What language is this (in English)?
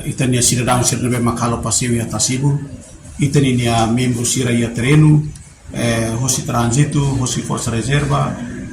Tetum